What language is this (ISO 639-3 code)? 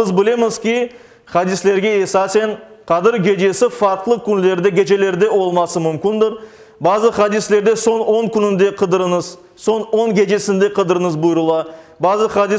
crh